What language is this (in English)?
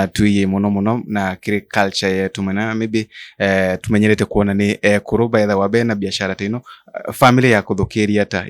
Meru